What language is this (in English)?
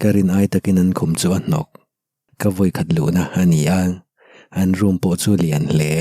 Mizo